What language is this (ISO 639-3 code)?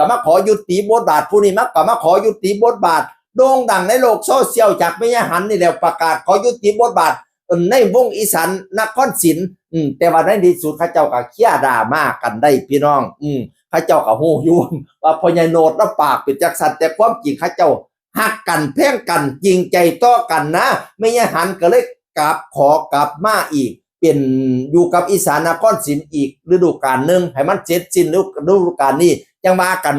tts